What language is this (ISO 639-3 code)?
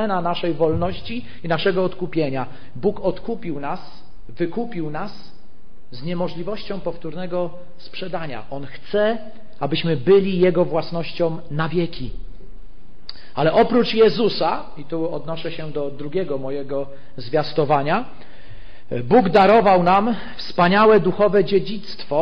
pol